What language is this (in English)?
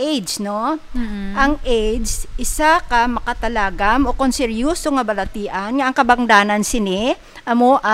Hiligaynon